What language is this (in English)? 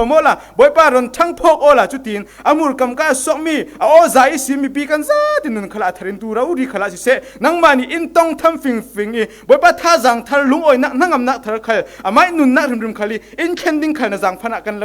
Falam Chin